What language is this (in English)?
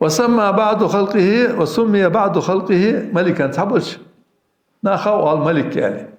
Ingush